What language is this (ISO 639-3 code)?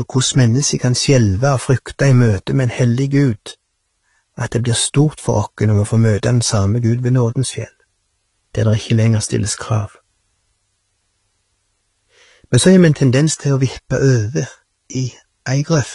nor